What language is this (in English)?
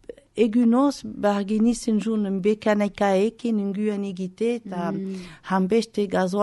Basque